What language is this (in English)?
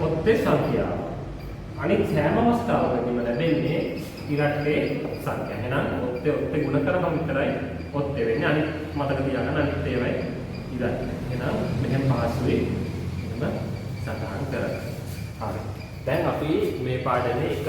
Sinhala